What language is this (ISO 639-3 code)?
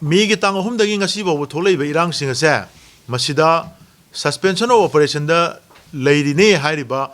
mni